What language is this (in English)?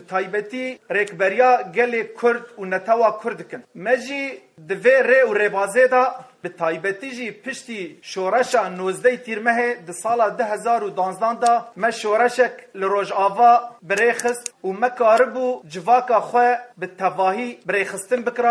Kurdish